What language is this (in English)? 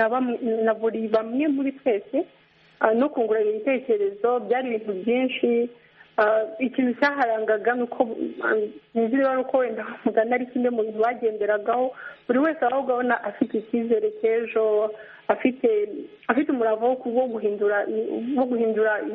Kinyarwanda